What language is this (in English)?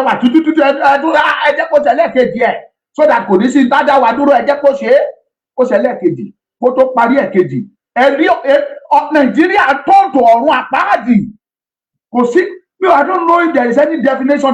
Yoruba